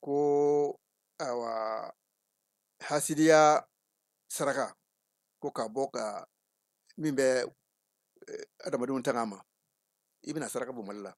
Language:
Bambara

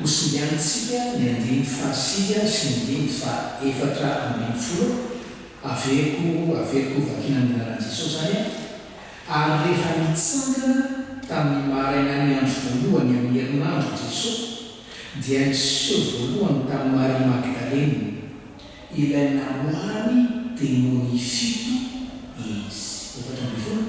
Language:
Malagasy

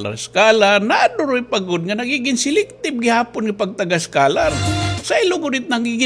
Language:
Waray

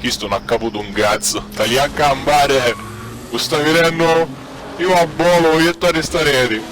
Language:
Sicilian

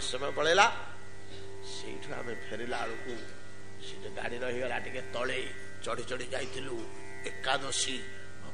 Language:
Odia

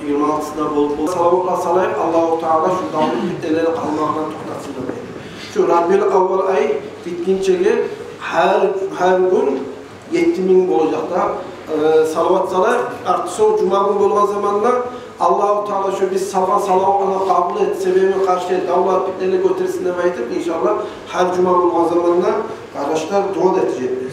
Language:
Kumyk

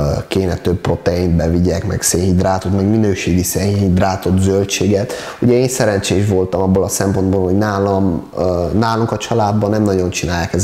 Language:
Hungarian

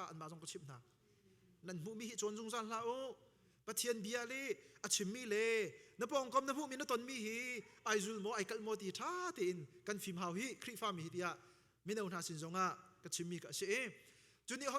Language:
Hakha Chin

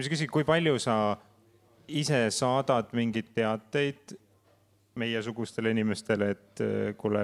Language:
Estonian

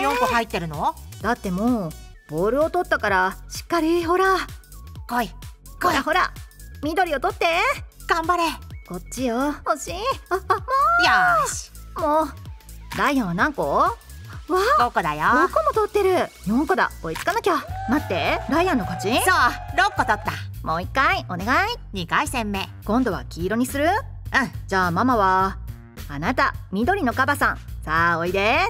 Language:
Japanese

